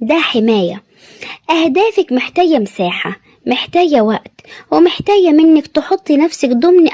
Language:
Egyptian Arabic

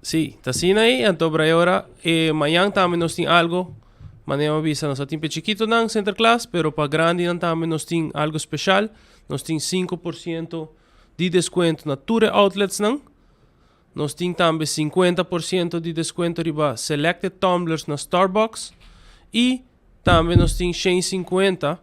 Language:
Papiamento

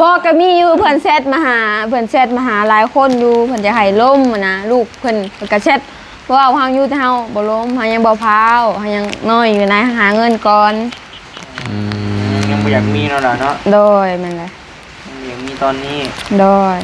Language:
Northeastern Thai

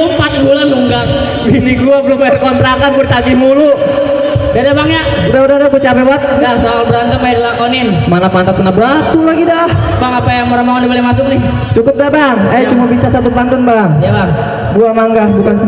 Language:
Betawi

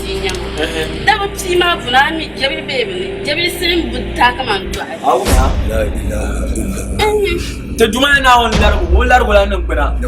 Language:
Dagbani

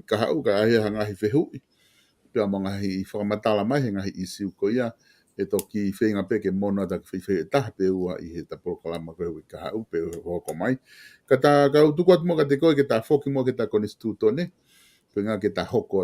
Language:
Tongan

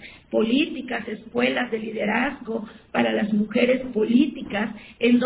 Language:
Spanish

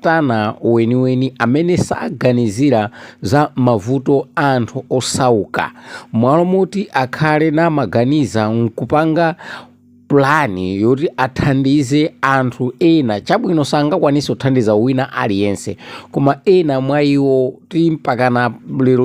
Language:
Nyanja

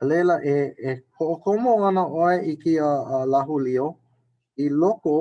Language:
Hawaiian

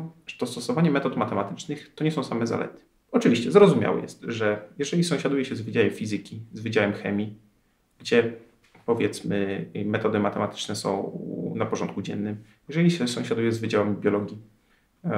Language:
Polish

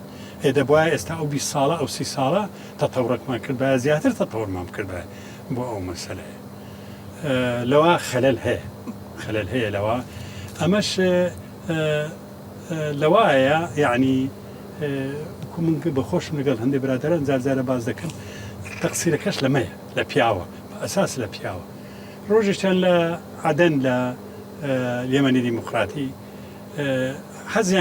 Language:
Central Kurdish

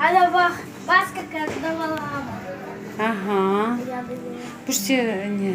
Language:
Crimean Tatar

